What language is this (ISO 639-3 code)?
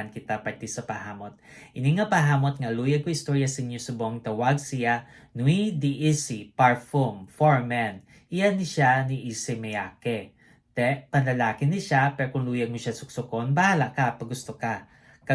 hil